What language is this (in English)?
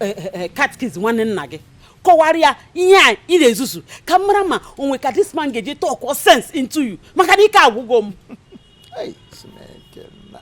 Igbo